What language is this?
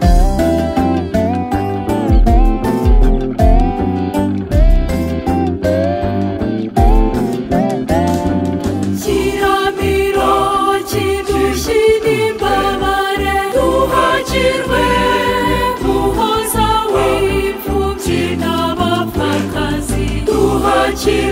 Kinyarwanda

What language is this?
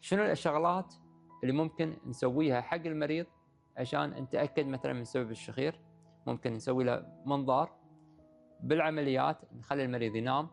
Gulf Arabic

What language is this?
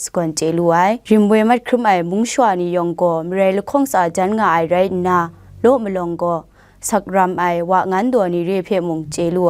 Kachin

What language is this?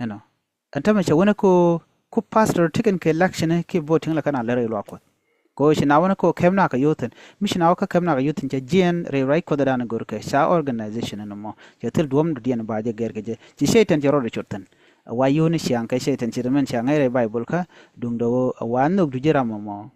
Nuer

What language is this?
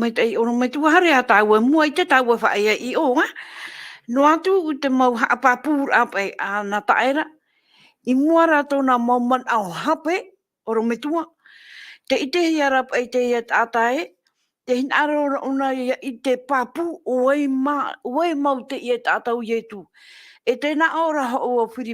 Tahitian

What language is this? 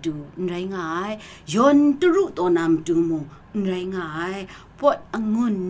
Kachin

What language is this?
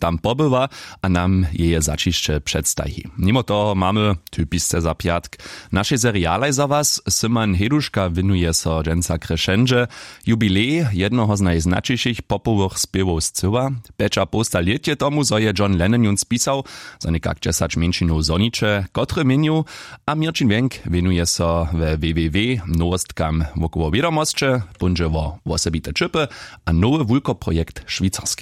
Upper Sorbian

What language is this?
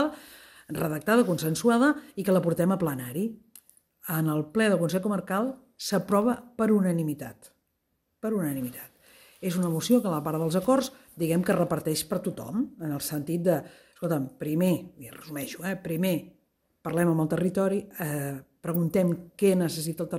Catalan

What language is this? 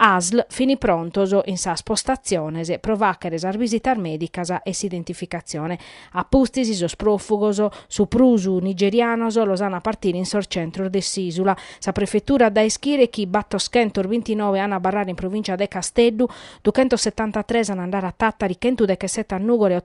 Sardinian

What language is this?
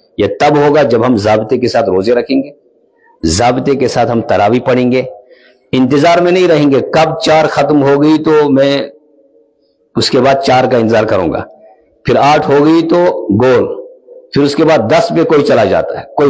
Urdu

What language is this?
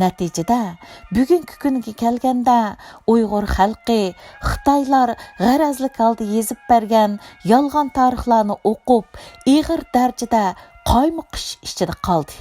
Uyghur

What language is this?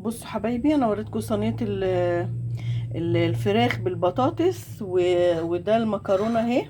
Egyptian Arabic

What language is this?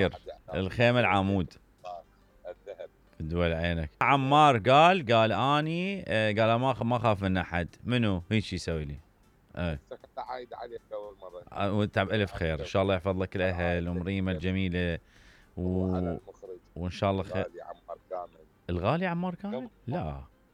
Mesopotamian Arabic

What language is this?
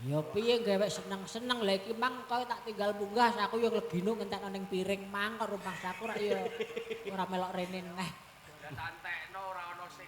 Javanese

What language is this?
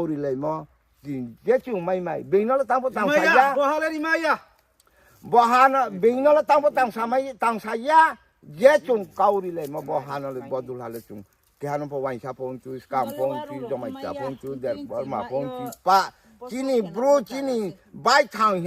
Riang (India)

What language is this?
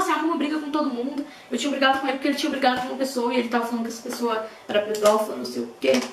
Portuguese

